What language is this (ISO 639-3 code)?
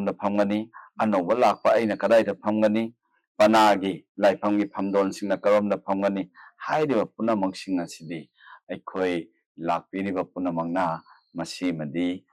mni